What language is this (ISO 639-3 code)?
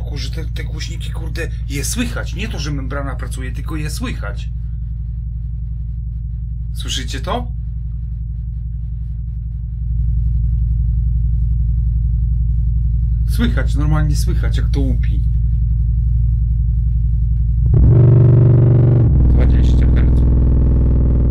pol